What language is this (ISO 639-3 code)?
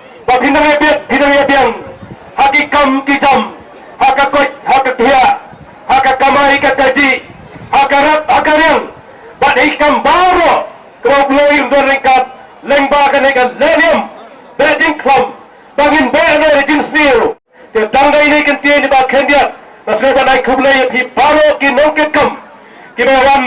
kha